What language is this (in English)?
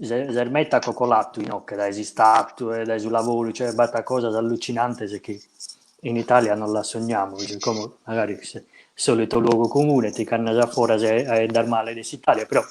Sardinian